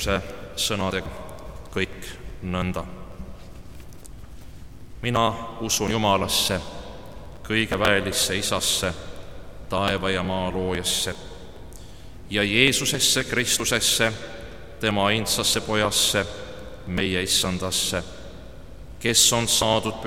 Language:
Estonian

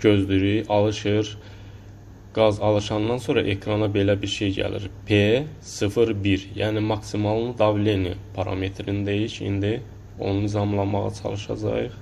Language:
Azerbaijani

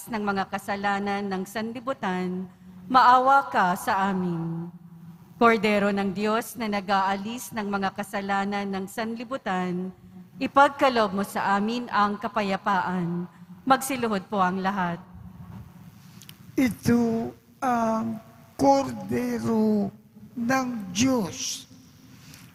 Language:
Filipino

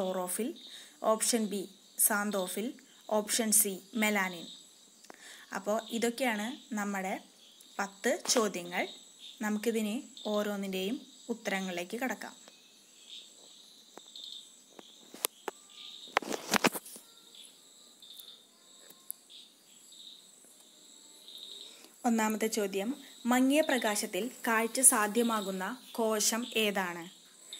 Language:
Malayalam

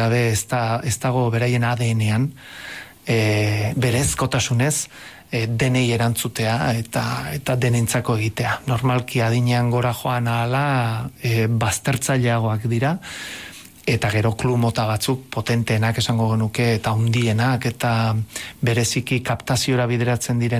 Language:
Basque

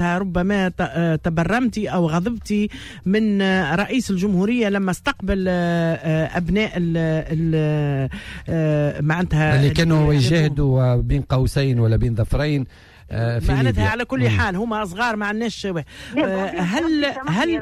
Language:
Tunisian Arabic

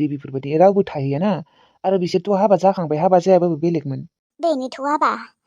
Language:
Bodo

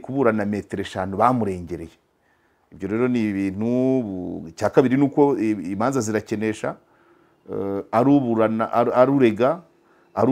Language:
Kinyarwanda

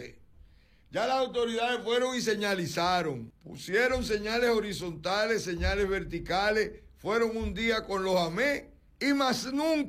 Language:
Spanish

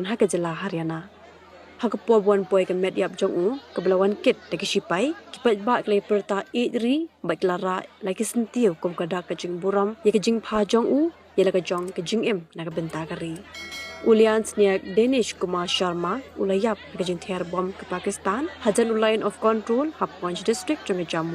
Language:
Khasi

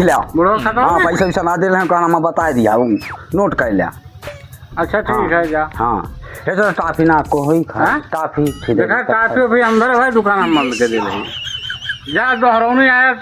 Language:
Awadhi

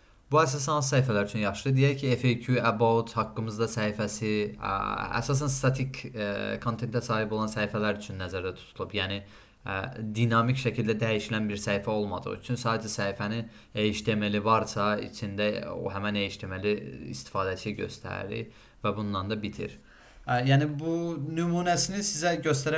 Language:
Azerbaijani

